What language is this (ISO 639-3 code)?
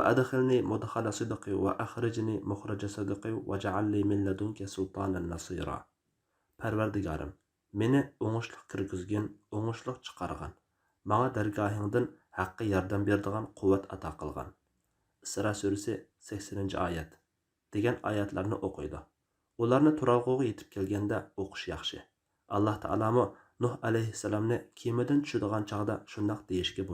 uig